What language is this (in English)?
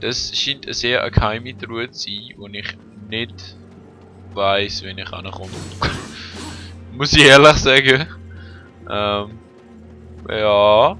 Swiss German